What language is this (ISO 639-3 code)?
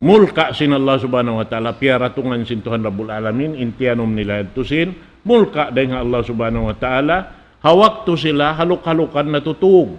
tsg